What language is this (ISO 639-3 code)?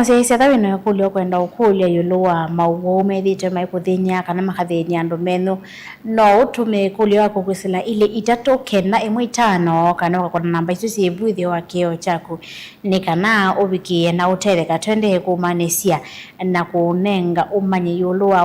kam